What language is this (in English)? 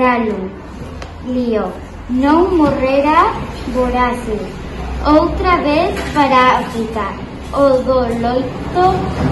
Galician